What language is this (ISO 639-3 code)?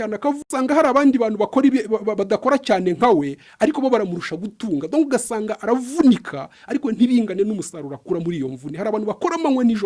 kin